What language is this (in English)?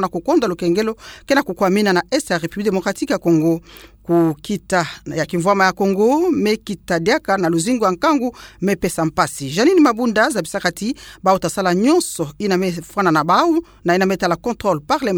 Kituba (Democratic Republic of Congo)